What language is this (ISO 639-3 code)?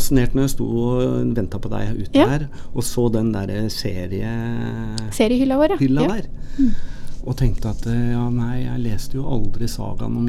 nor